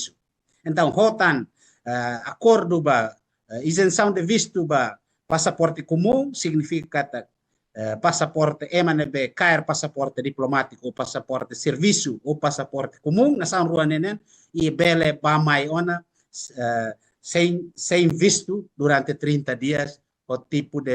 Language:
Tetum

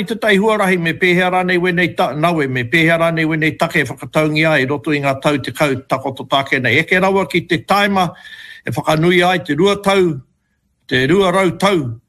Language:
Māori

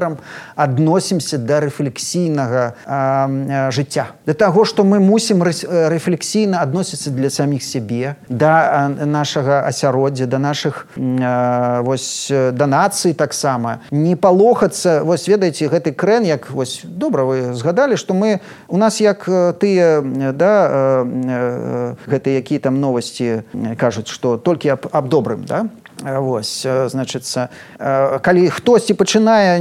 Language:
Belarusian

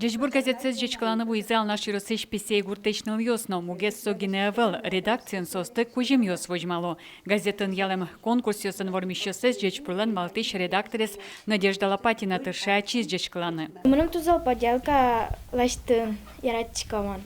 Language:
Udmurt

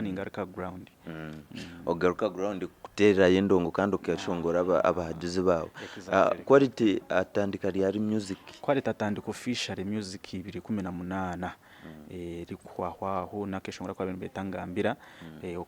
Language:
Nyankole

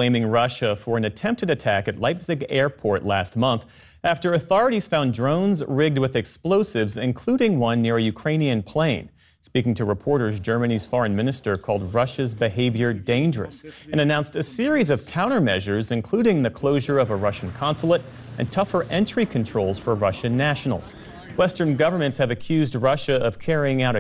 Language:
English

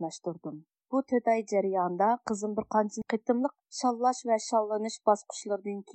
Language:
Uyghur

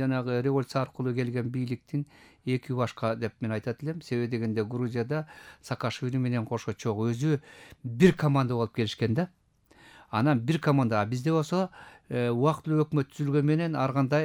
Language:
Kyrgyz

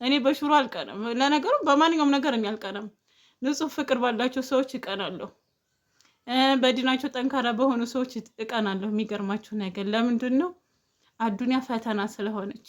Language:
Amharic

